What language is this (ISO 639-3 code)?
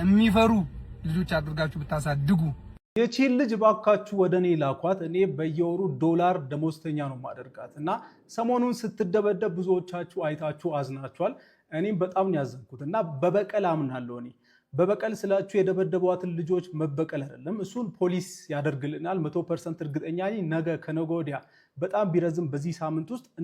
amh